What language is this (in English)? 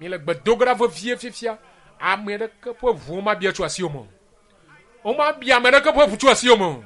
Ewe